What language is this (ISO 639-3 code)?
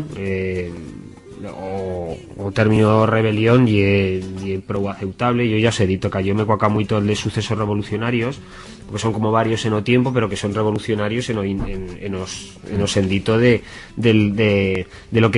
arg